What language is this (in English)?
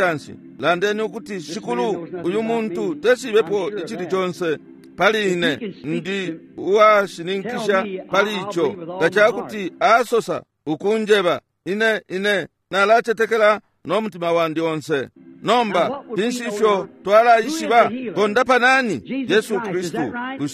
Bemba